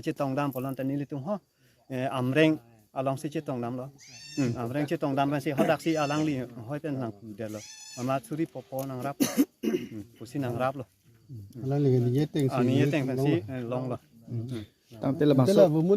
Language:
Karbi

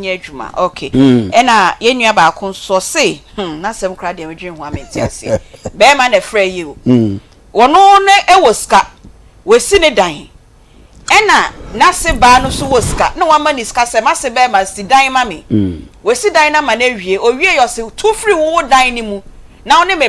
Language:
Akan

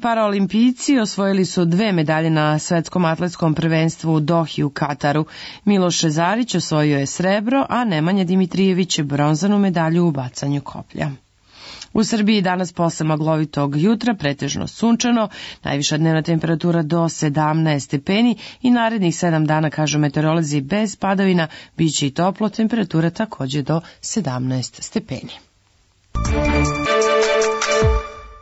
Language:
Serbian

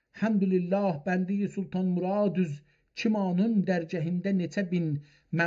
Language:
South Azerbaijani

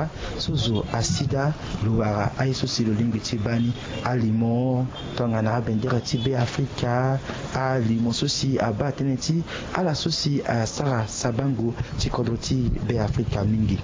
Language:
Sango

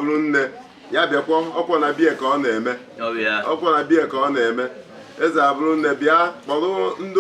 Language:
Igbo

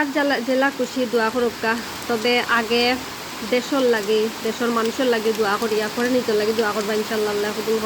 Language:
Sylheti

